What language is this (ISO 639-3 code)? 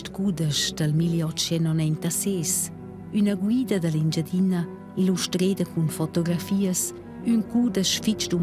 roh